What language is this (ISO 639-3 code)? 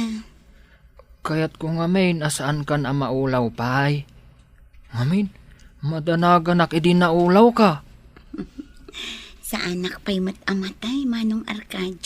ilo